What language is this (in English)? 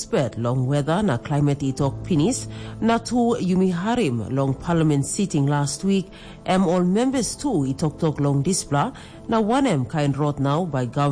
Tok Pisin